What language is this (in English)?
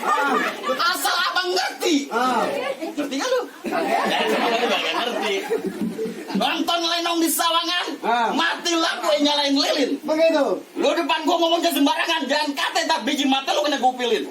Betawi